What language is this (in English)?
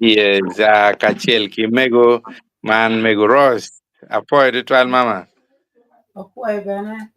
Acoli